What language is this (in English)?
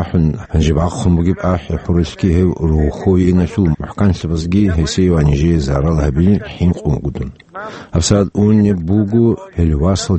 Avaric